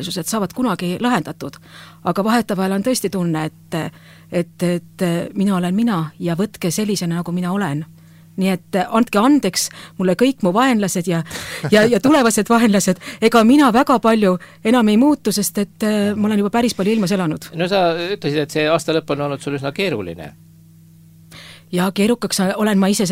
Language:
Estonian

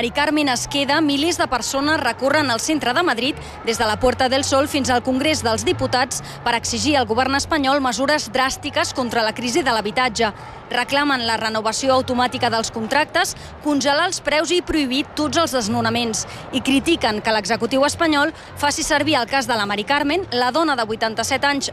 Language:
Catalan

